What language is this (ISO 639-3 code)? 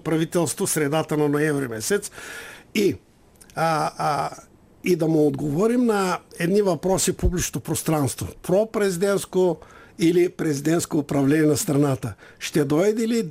bul